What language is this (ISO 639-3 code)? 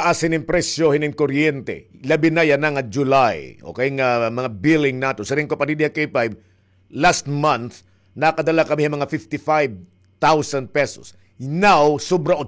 war